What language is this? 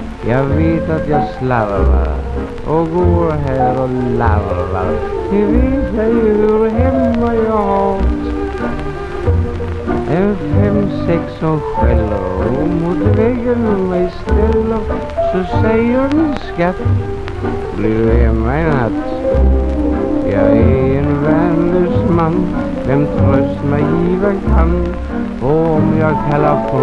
Swedish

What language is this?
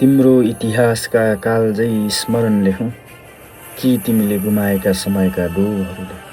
Nepali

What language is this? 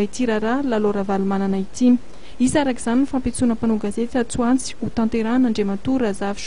Malagasy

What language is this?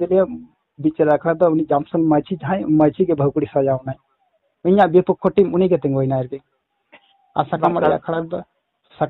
Santali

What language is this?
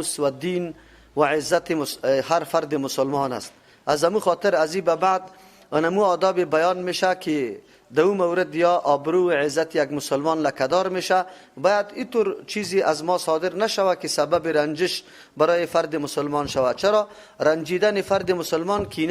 Persian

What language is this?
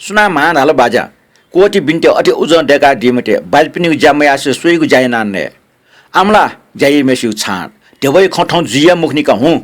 Newari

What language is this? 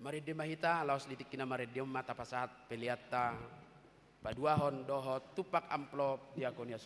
Batak Toba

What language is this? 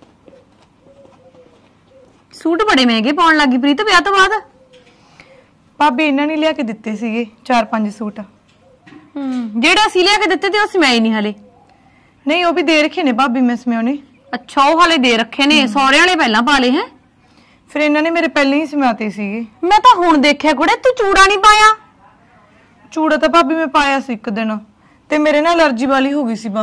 Punjabi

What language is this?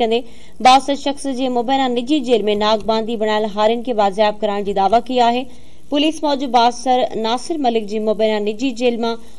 Sindhi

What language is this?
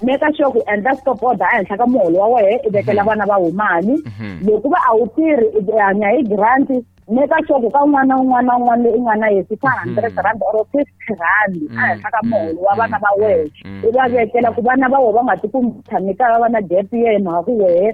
Tsonga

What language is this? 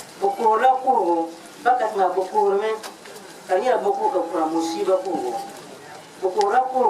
Dagbani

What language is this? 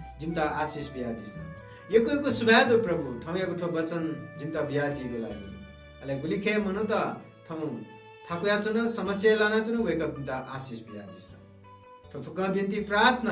Newari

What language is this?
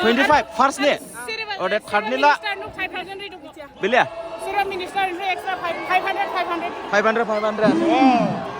Dimasa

